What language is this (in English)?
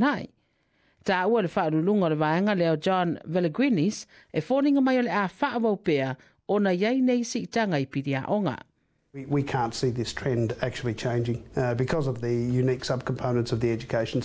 Samoan